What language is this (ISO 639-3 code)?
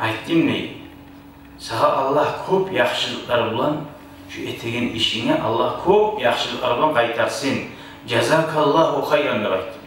kum